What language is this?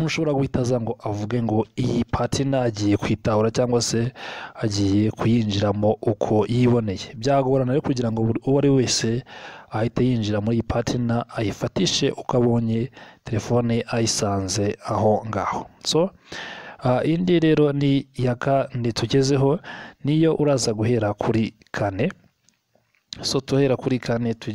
Kinyarwanda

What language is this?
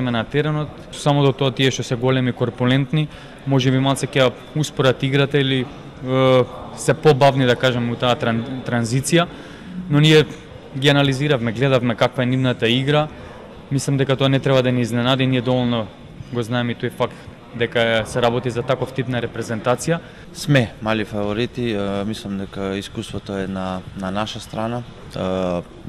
Macedonian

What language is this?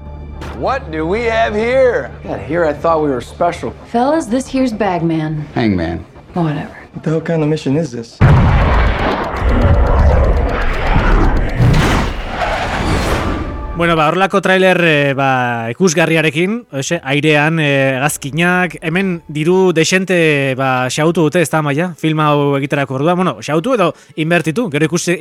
Basque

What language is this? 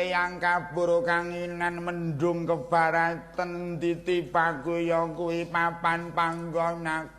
Javanese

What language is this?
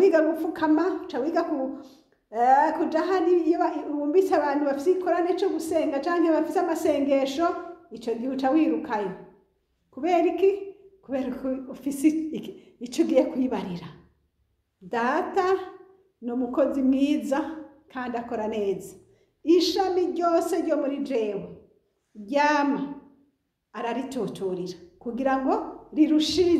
Rundi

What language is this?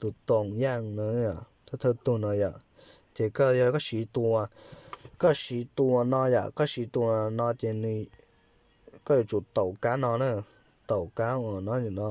Hmong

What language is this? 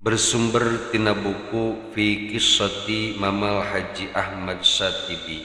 Sundanese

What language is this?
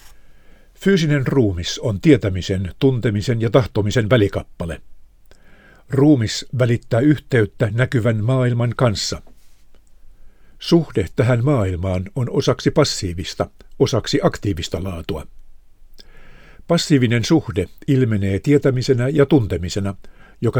Finnish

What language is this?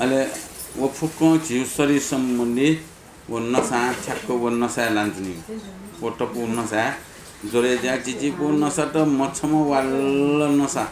Newari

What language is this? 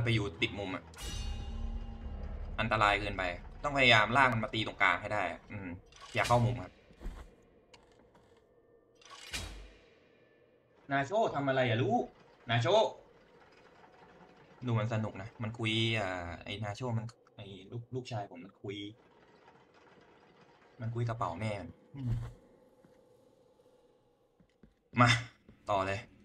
Thai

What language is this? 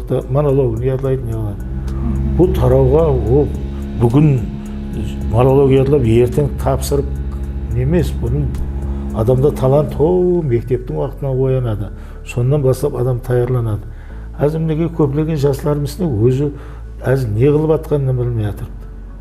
Kara-Kalpak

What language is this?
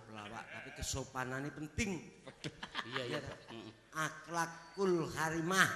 Javanese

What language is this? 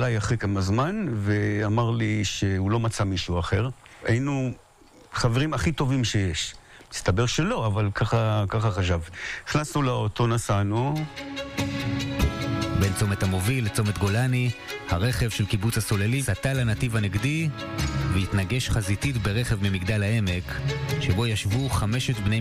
Hebrew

